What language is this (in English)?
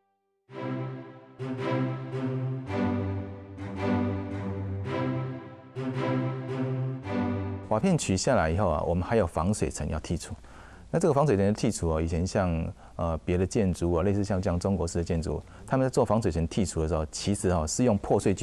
Chinese